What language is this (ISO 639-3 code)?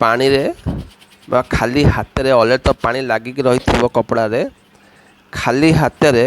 ori